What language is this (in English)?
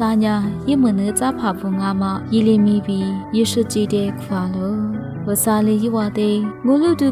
Lisu